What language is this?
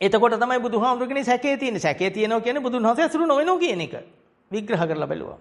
Sinhala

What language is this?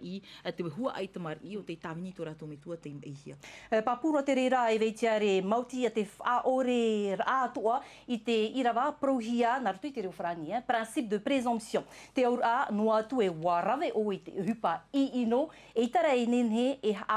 Tahitian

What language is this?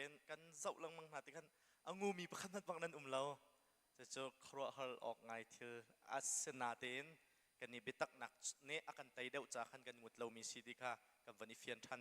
Hakha Chin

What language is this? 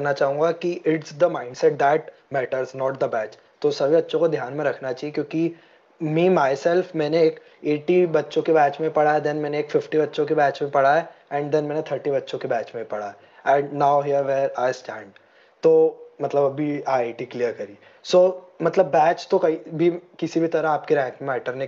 Hindi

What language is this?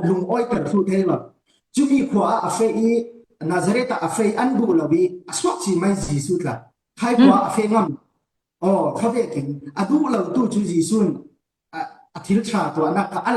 Falam Chin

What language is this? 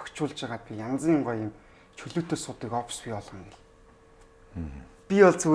Mongolian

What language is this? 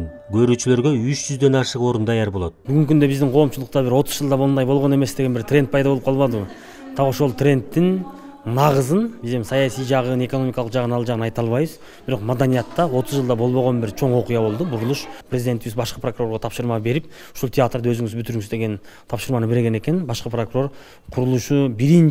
Kyrgyz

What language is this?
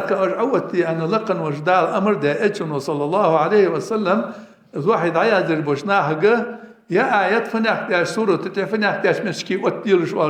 Ingush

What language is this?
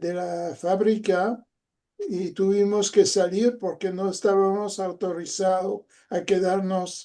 Ladino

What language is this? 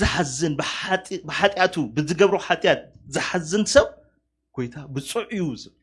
Tigrinya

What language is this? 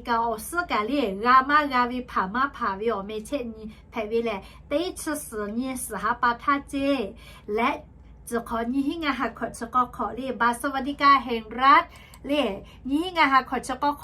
Lahu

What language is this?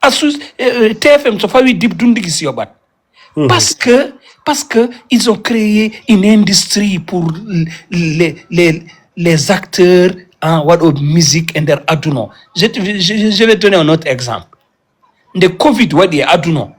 Fula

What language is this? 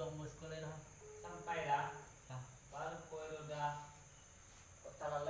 Minangkabau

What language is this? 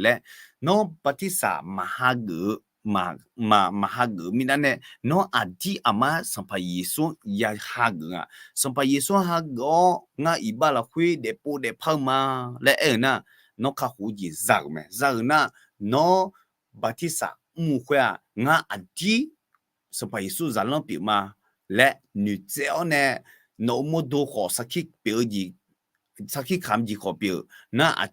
Akha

